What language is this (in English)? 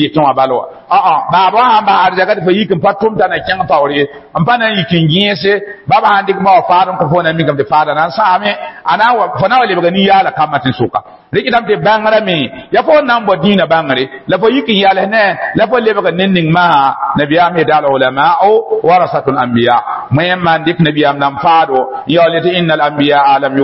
Mossi